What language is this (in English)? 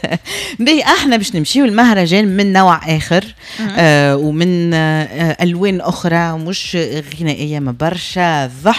Tunisian Arabic